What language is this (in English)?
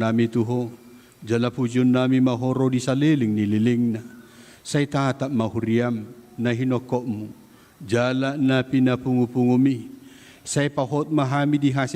Batak Toba